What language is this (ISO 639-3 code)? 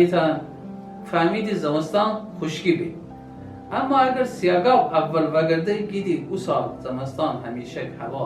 glk